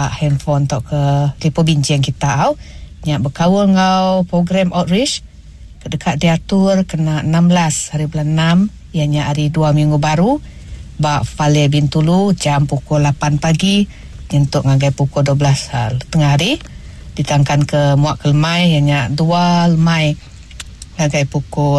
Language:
Iban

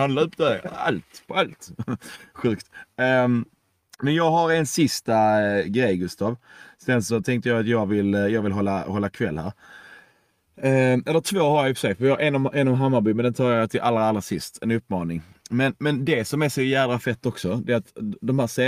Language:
Swedish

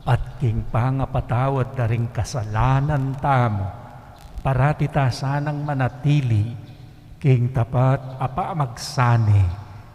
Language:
Pampanga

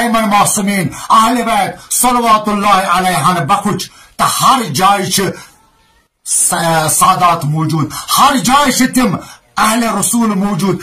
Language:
Kashmiri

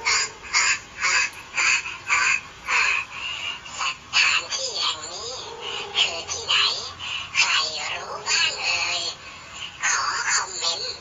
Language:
Thai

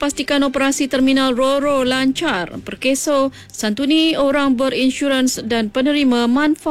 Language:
Malay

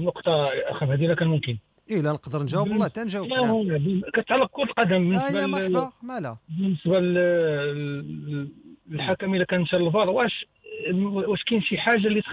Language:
Moroccan Arabic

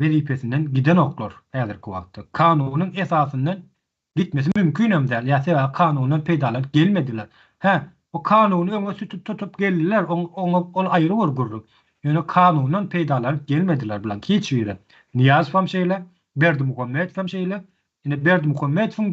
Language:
Turkmen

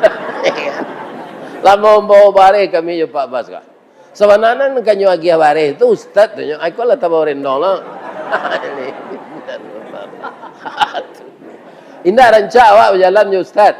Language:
Minangkabau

